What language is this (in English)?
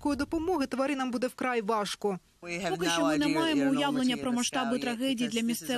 Ukrainian